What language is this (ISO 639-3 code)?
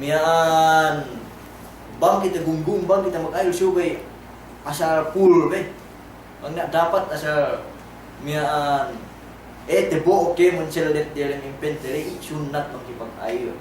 yka